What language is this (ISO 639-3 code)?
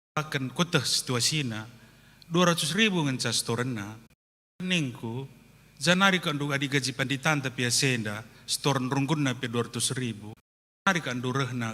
btx